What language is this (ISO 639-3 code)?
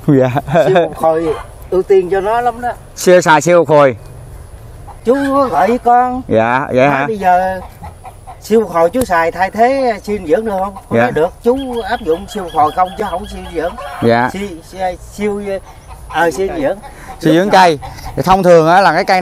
vie